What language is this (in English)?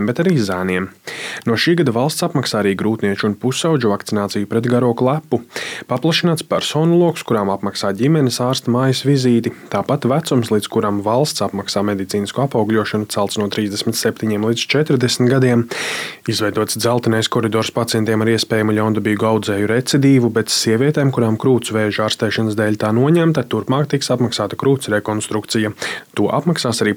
Latvian